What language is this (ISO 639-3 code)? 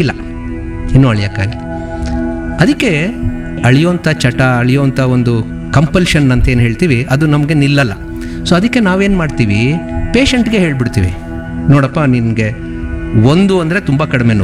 kan